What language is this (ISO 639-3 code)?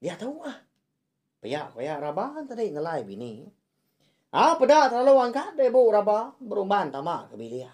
iba